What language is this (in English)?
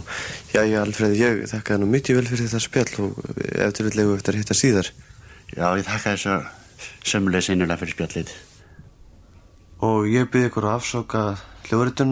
Icelandic